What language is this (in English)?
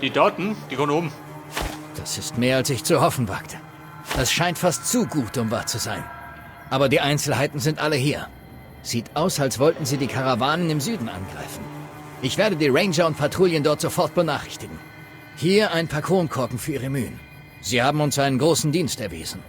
Bavarian